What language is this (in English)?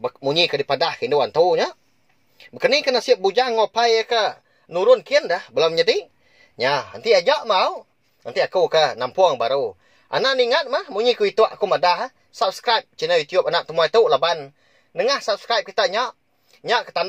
Iban